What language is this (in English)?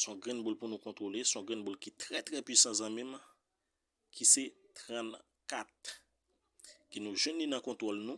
Haitian Creole